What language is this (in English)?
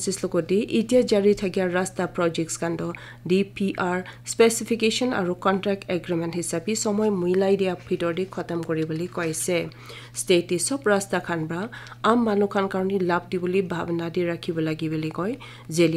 Naga Pidgin